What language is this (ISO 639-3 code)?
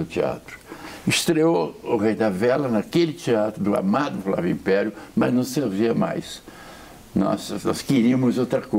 por